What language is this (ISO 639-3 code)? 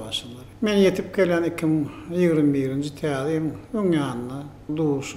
tuk